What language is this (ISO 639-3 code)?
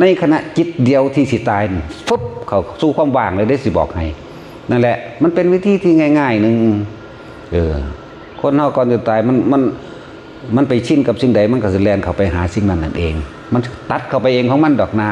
tts